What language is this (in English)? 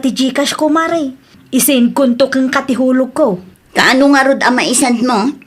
Iloko